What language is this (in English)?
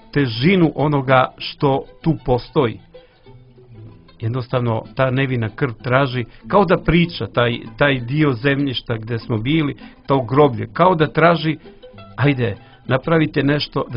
Serbian